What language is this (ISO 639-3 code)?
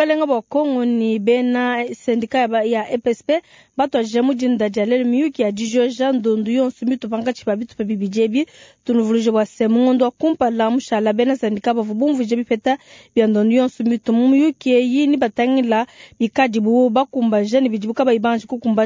lua